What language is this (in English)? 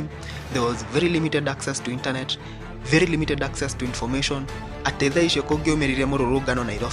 Kikuyu